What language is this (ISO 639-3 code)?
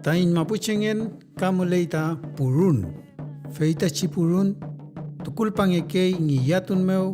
arn